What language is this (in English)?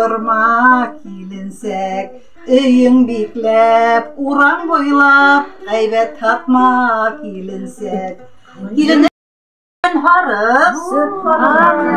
Bashkir